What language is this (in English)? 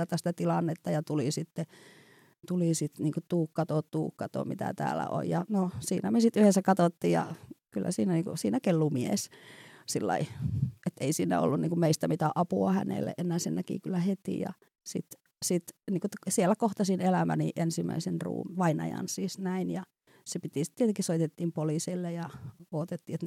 Finnish